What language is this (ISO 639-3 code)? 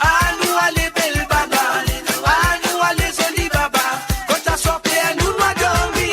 mfe